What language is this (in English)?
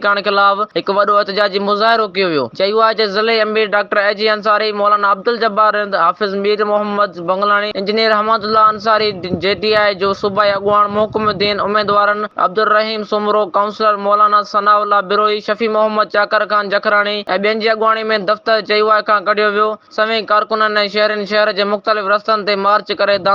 Sindhi